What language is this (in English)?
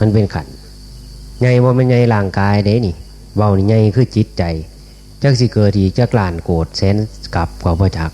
Northeastern Thai